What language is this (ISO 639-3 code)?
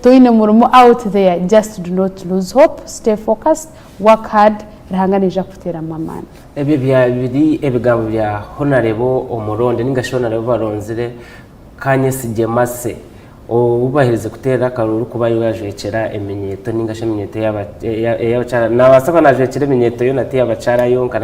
nyn